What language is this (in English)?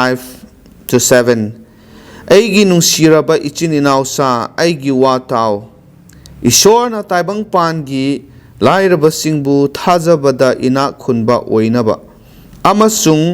Manipuri